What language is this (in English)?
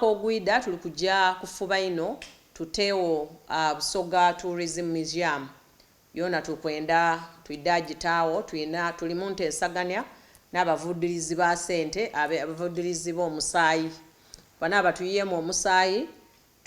Soga